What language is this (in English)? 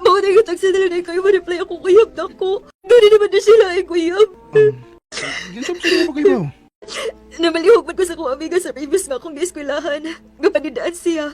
Cebuano